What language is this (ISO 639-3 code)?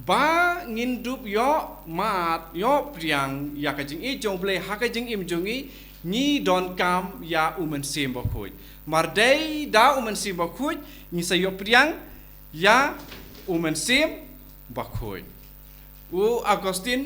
kha